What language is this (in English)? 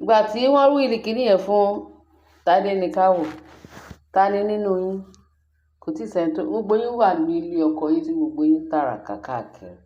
Yoruba